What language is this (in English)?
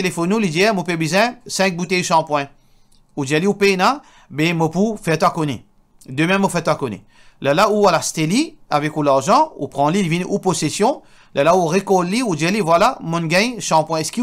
Morisyen